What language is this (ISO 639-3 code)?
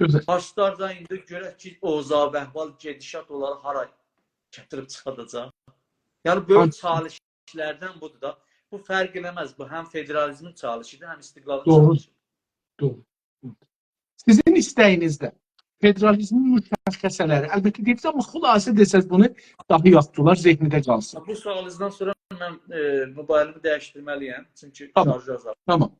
azb